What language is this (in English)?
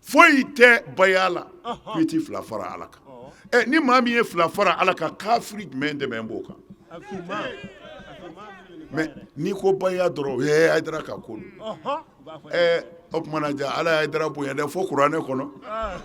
Bambara